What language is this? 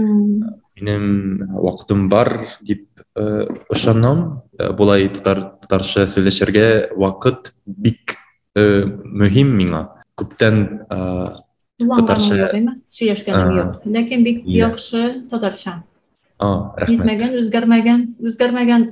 Tatar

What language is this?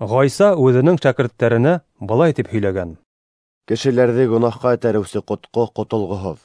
Bashkir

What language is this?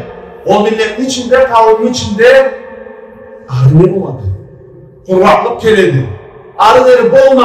Karachay-Balkar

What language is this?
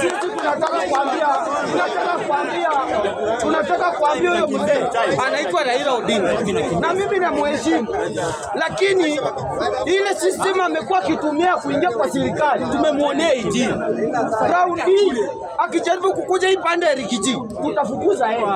Swahili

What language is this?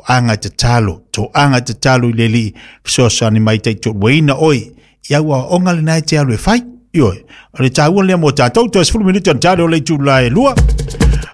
Samoan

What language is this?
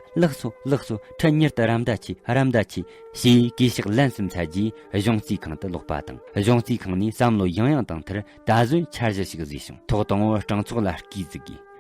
Tibetan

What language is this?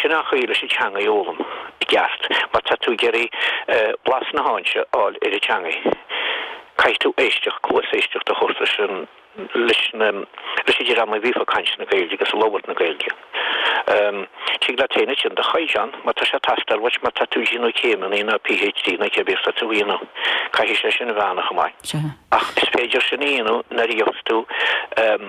Irish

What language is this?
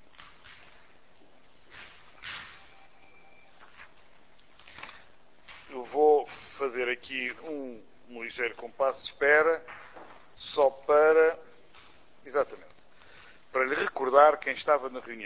Portuguese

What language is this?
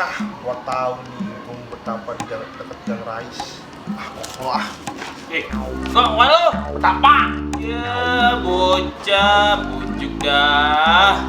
Betawi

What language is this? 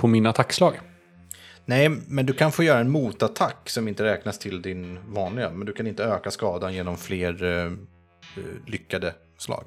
Swedish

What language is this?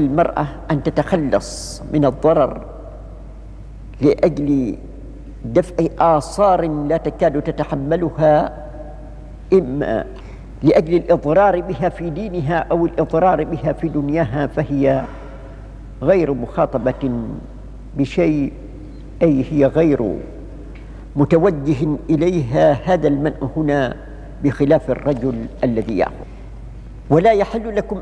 Arabic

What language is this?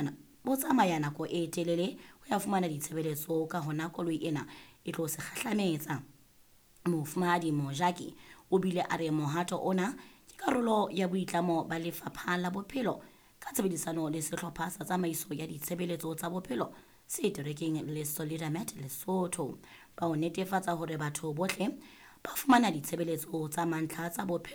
Southern Sotho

